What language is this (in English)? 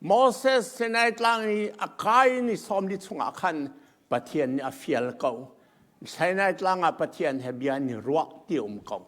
Hakha Chin